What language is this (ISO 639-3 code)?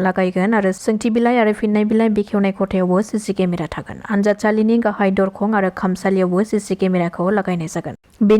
brx